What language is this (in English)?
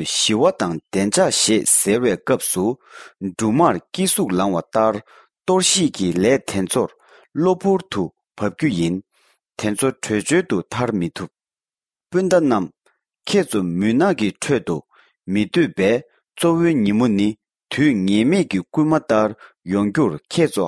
Tibetan